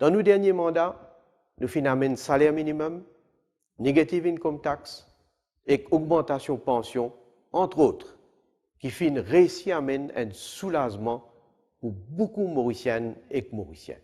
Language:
Morisyen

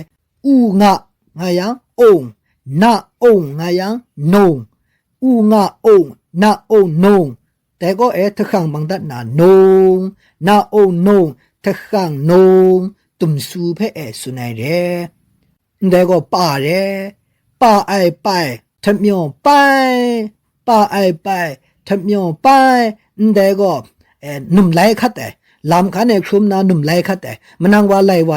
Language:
Kachin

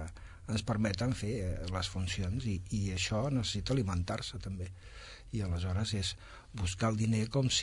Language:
Catalan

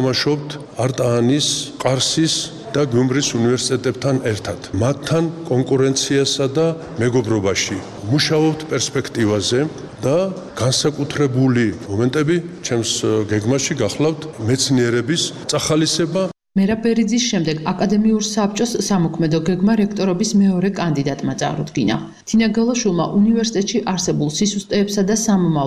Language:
Georgian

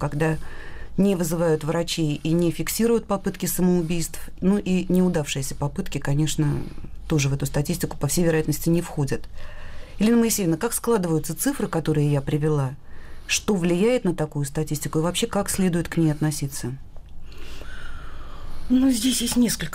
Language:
Russian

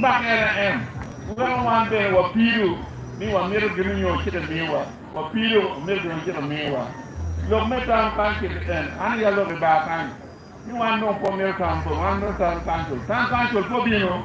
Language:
Acoli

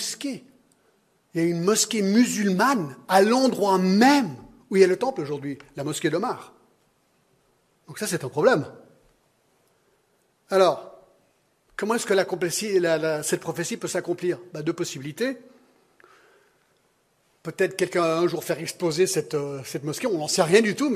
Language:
French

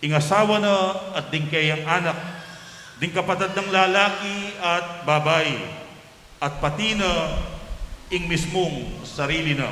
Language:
Pampanga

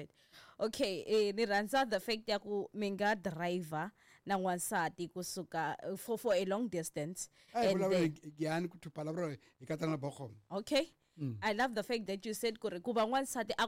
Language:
Tsonga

